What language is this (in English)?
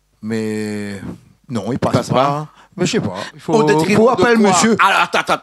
Réunion Creole French